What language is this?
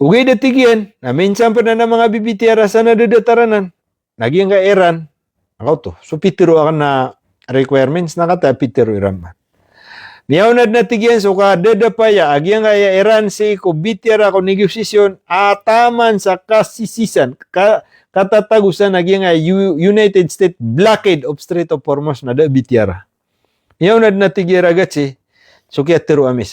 Maranao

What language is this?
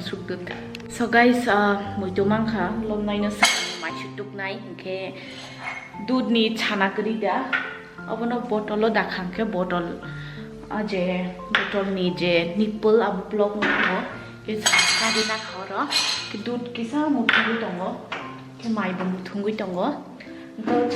Kok Borok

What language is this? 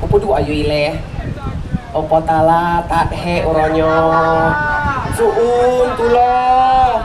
Achinese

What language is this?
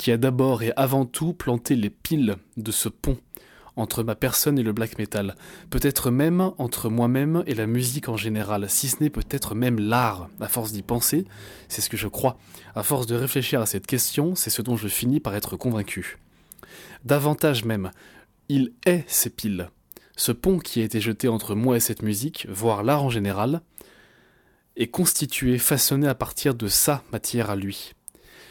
French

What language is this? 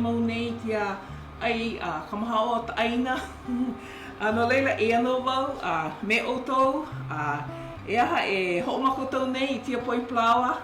Hawaiian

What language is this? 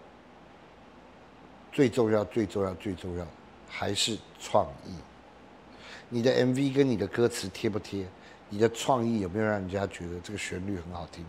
Chinese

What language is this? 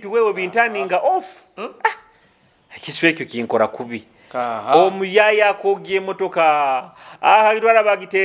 Nyoro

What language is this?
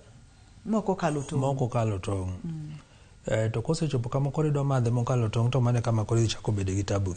Luo (Kenya and Tanzania)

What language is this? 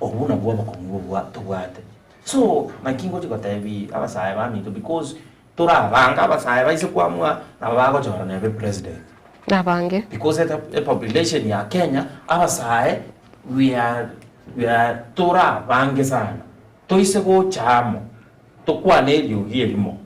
Gusii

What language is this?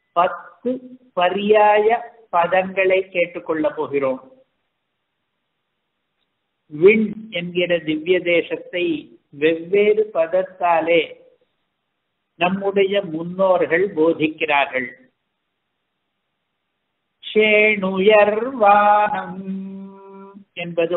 Tamil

